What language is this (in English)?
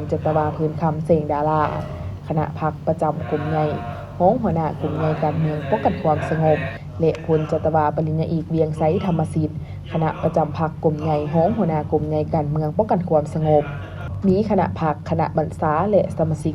Lao